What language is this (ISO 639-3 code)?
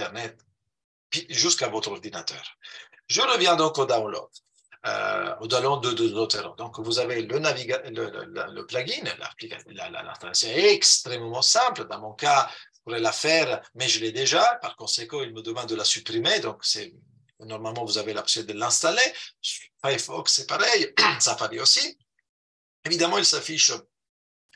fra